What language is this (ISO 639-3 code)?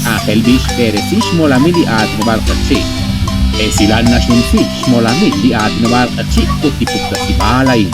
kek